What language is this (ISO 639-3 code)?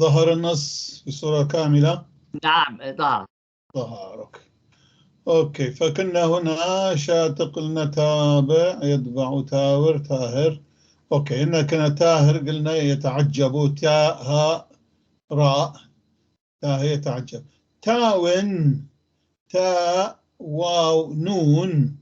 apc